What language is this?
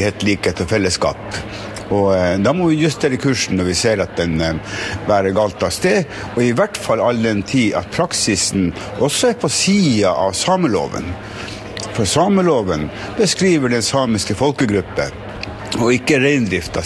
Norwegian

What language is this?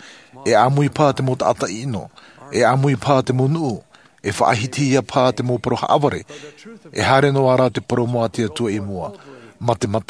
Tahitian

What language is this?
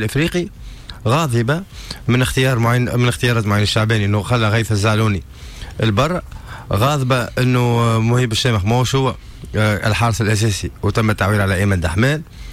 Tunisian Arabic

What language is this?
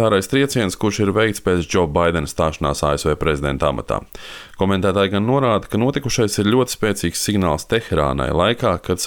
Latvian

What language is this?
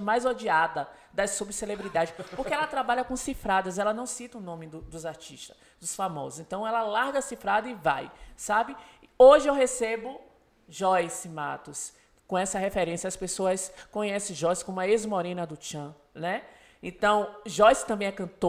Portuguese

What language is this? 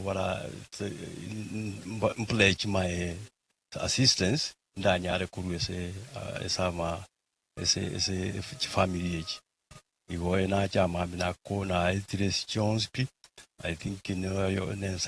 Gusii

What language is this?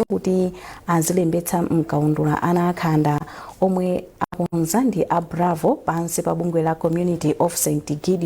Nyanja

